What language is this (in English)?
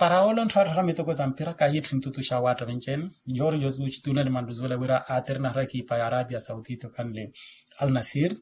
Makhuwa